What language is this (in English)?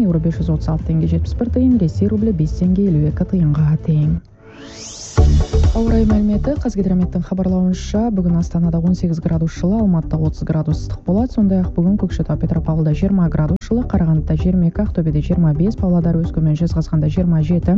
Kazakh